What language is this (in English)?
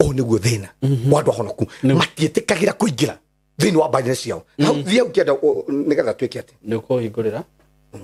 Kikuyu